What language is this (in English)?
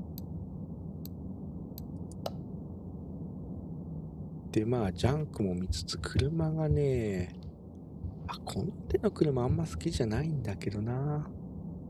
Japanese